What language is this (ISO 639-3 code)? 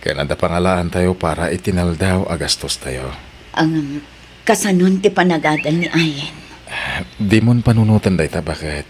ilo